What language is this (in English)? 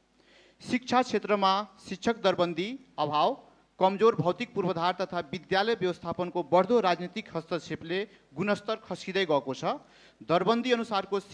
Nepali